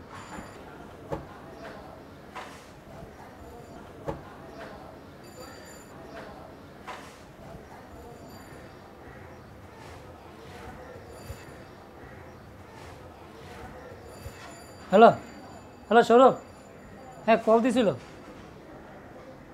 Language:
Bangla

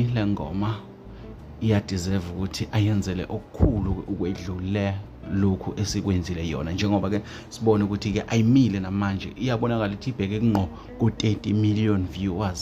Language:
Zulu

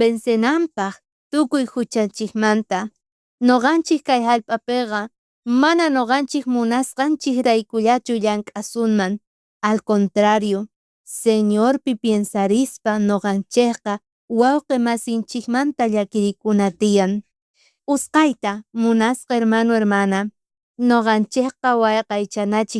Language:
South Bolivian Quechua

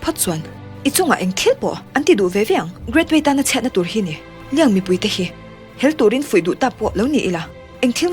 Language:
Mizo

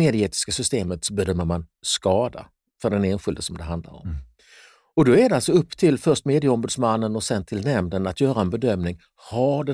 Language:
Swedish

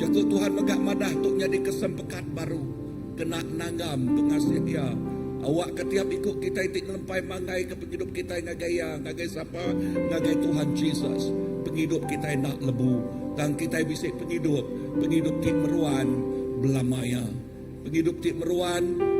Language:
Iban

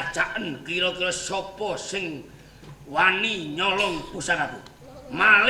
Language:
Javanese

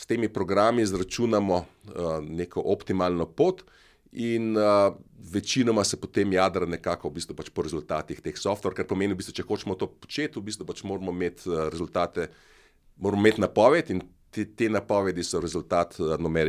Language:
Slovenian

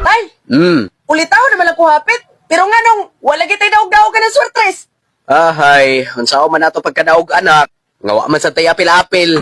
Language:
Cebuano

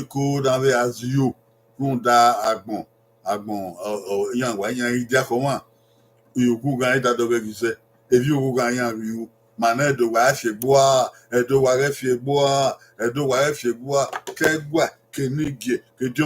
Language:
Bini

